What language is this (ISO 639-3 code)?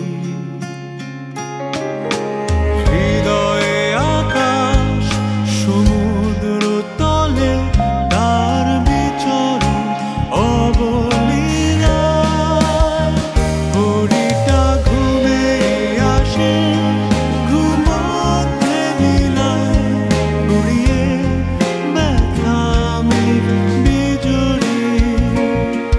ben